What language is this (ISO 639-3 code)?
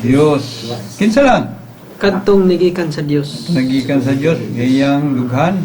ceb